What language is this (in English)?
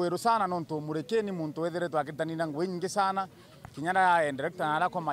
Meru